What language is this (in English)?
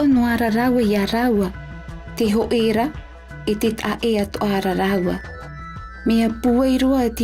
Tahitian